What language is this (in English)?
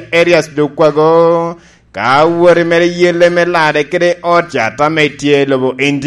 Lango (Uganda)